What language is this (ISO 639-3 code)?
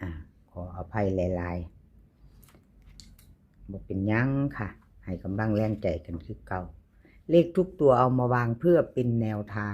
tts